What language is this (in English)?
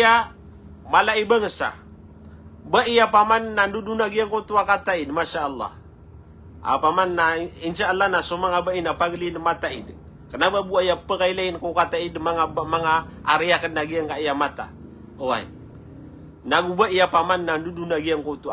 Maranao